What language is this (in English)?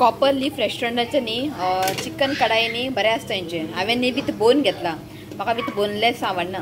Konkani